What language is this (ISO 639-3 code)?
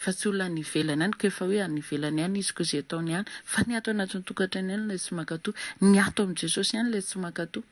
mlg